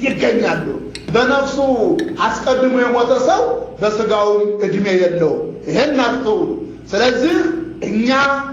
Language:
Amharic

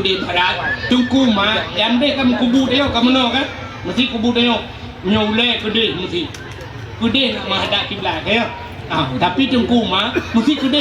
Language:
Achinese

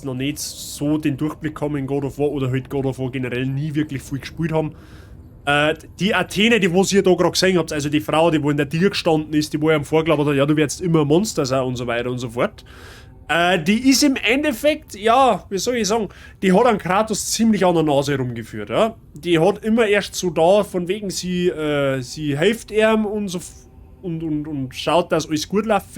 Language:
Bavarian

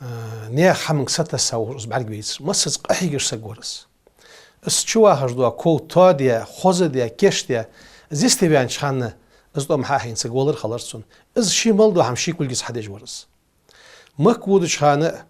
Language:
Ingush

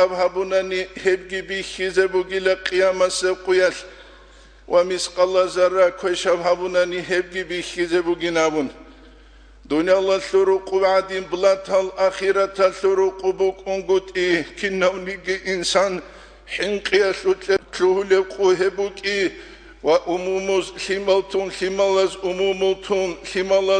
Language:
Avaric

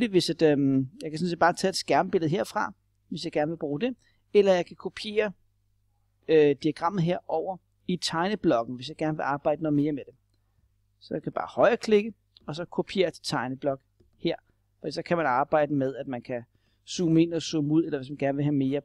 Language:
Danish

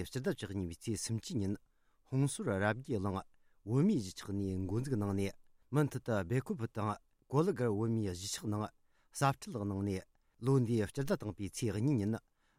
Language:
Tibetan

